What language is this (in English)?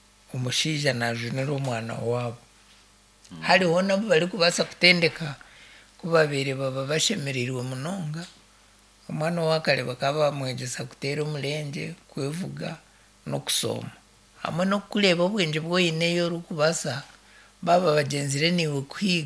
Nyankole